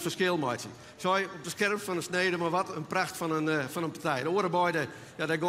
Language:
Western Frisian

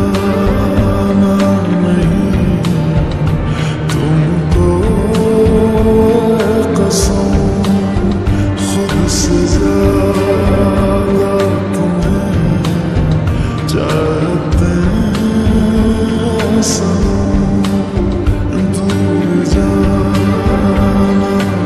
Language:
Hindi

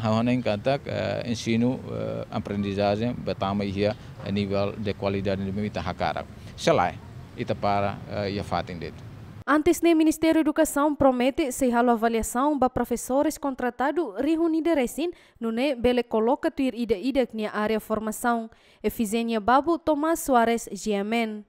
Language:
Tetum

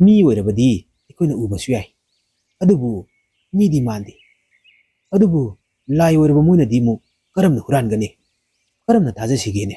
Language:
Manipuri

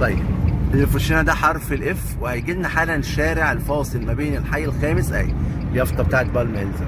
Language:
Egyptian Arabic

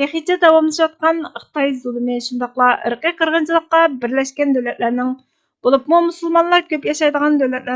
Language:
Uyghur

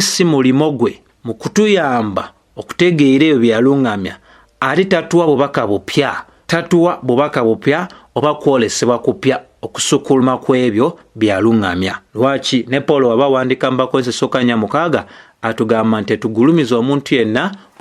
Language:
Ganda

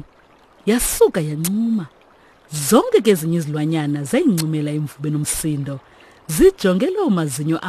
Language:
Xhosa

